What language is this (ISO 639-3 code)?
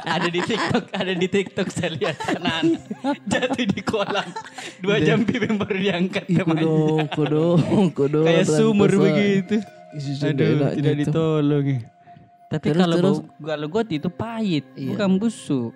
mfp